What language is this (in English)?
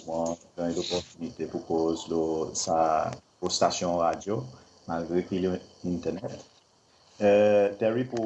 Seselwa Creole French